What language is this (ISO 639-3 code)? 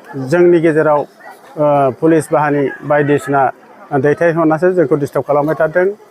brx